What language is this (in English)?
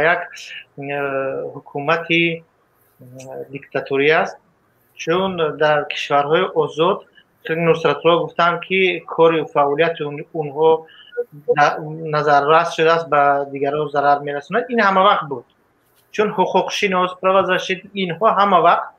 Tajik